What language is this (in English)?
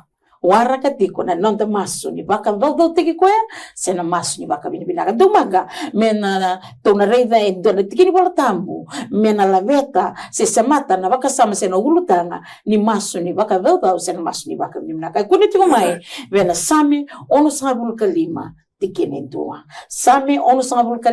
Fijian